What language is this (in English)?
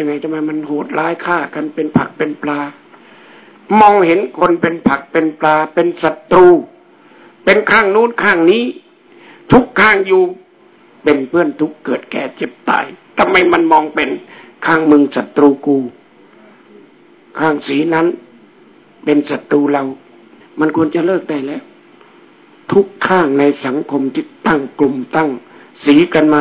Thai